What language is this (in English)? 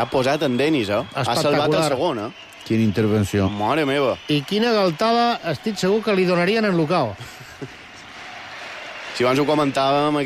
Catalan